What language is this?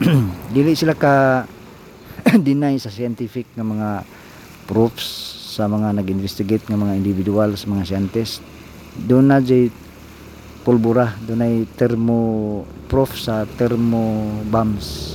Cebuano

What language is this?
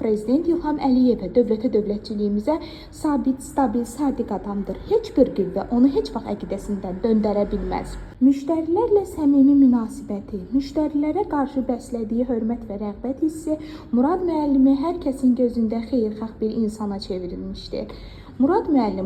Azerbaijani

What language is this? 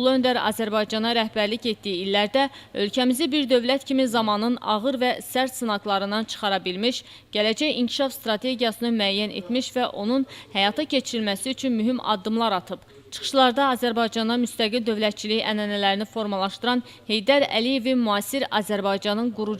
Azerbaijani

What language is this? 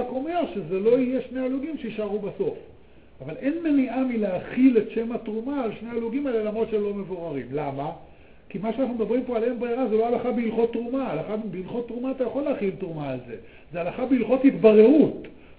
Hebrew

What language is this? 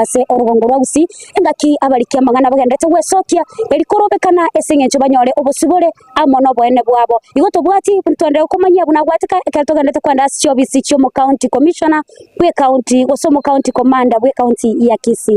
Gusii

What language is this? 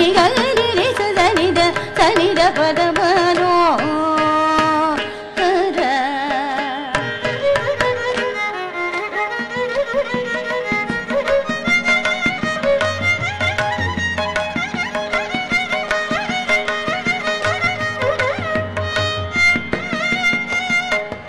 Telugu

